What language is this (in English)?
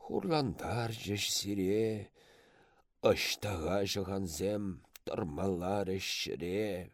Chuvash